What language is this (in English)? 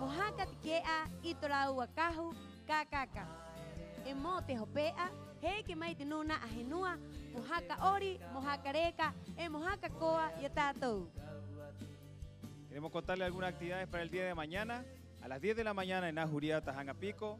Rapanui